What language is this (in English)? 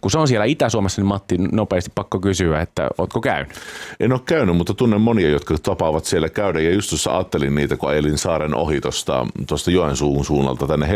Finnish